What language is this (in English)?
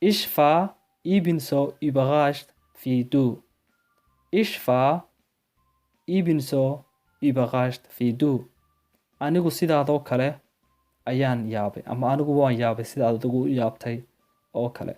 Somali